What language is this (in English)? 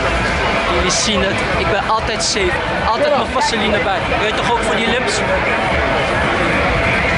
Dutch